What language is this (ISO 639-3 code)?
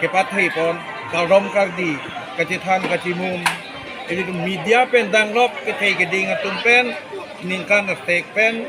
mjw